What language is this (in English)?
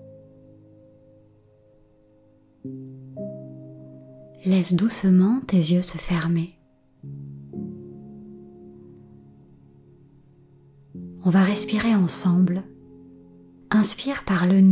French